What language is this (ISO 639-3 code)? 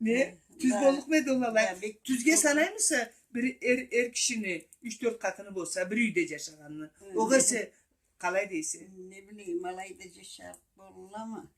krc